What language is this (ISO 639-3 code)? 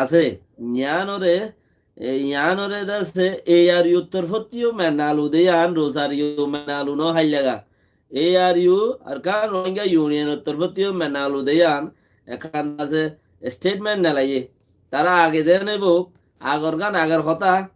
rhg